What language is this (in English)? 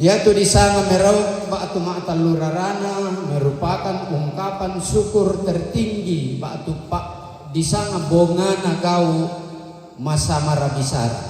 Toraja-Sa'dan